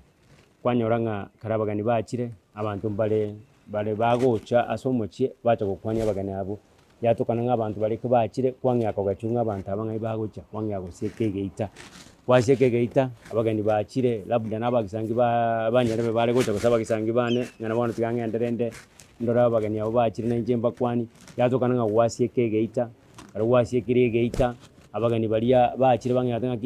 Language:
Gusii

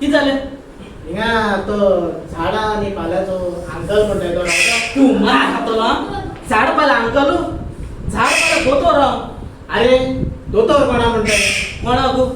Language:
Konkani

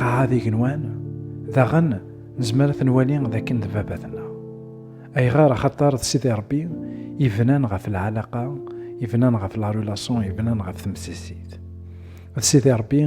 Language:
Kabyle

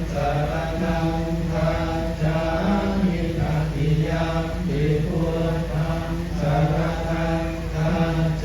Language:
Pali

